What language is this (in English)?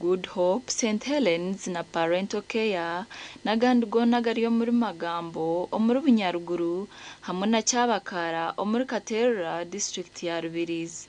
Nyankole